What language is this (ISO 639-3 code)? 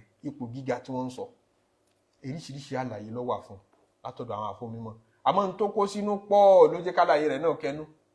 yor